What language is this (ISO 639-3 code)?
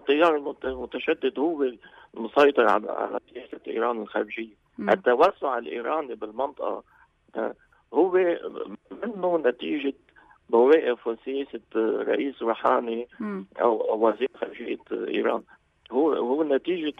apc